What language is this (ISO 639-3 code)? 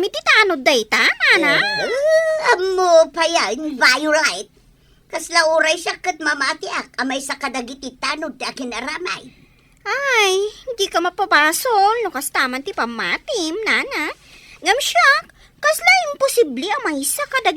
ilo